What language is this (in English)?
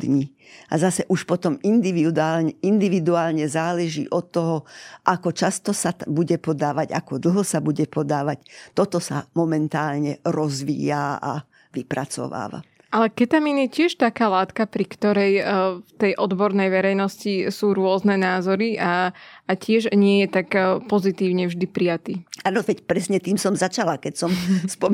Slovak